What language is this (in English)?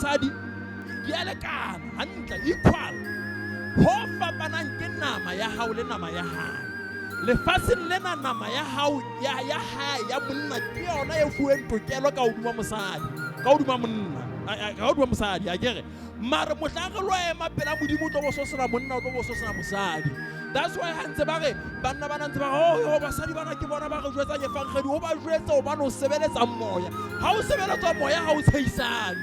Southern Sotho